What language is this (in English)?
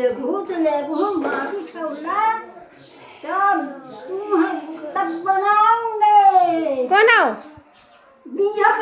Chhattisgarhi